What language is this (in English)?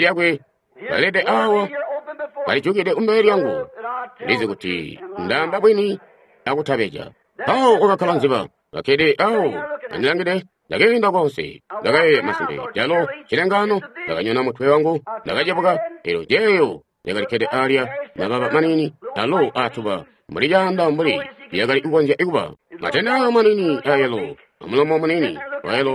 Tonga (Zambia)